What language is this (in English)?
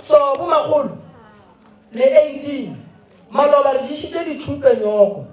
Northern Sotho